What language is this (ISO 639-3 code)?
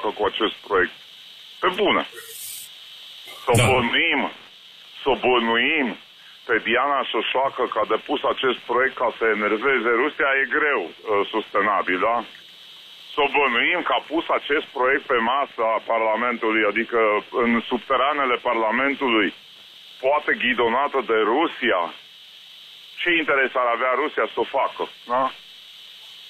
ron